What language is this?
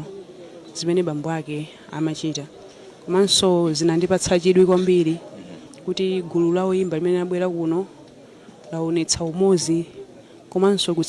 Nyanja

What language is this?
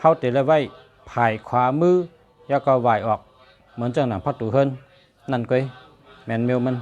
Shan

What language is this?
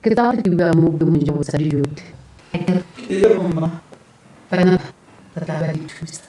Tswana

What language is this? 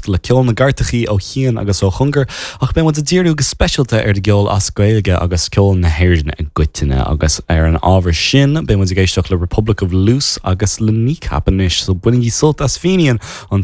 Irish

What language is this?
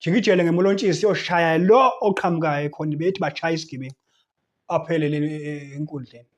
Zulu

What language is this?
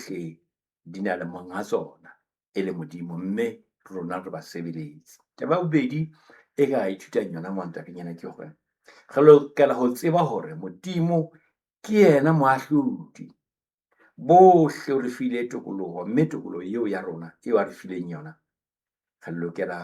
Southern Sotho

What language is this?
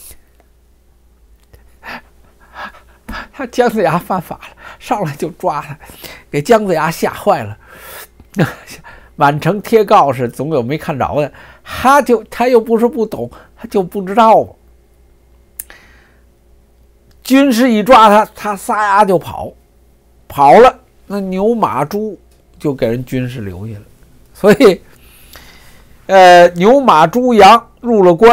Chinese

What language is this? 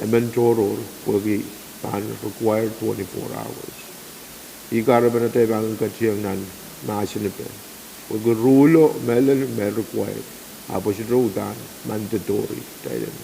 Pohnpeian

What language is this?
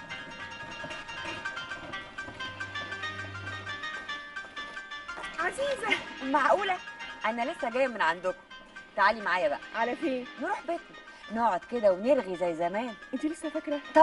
Egyptian Arabic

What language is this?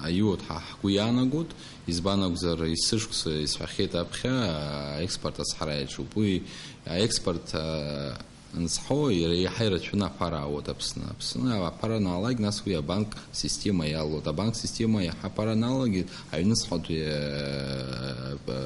Abkhazian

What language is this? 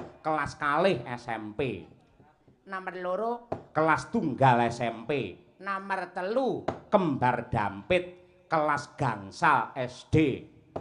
Javanese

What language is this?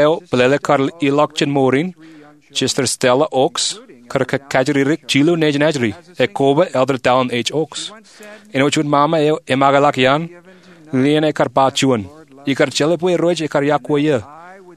Marshallese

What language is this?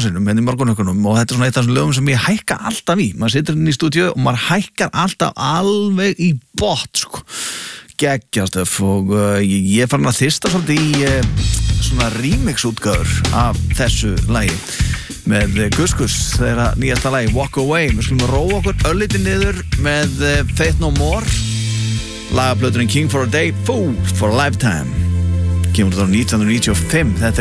Icelandic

